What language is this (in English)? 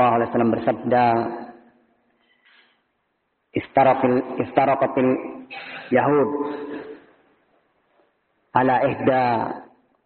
Indonesian